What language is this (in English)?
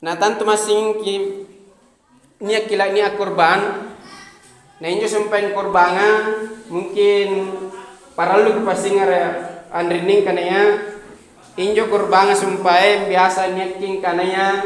Makasar